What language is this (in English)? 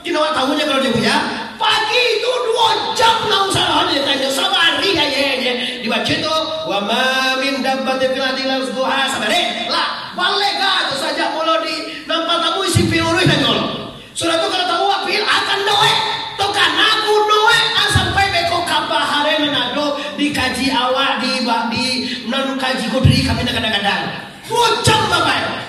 Minangkabau